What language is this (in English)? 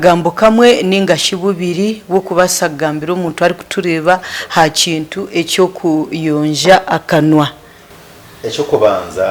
Nyankole